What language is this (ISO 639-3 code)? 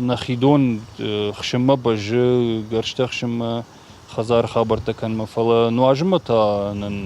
oss